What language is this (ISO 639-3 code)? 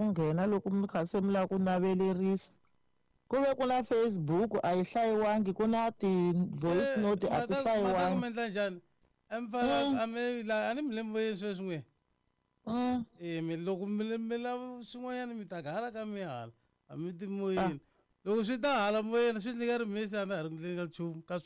tso